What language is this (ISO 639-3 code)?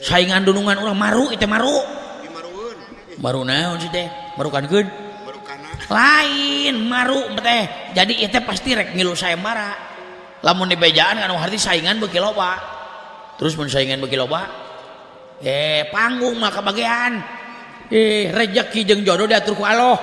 sun